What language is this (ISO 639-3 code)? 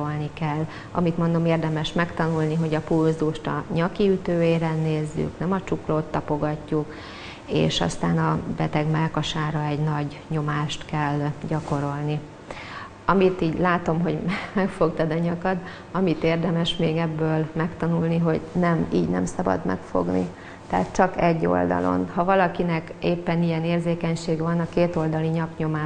hun